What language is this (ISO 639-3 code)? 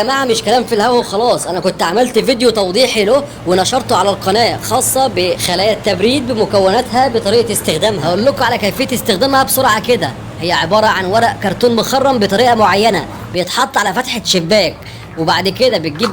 arz